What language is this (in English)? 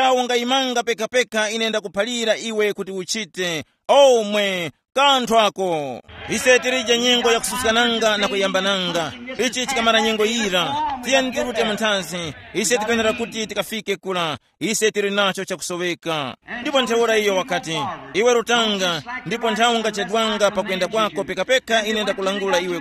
Tumbuka